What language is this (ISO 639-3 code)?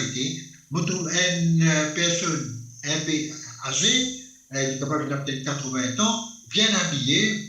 mfe